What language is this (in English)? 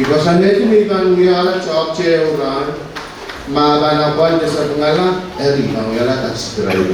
Pohnpeian